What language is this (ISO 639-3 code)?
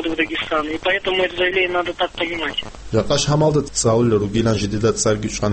ava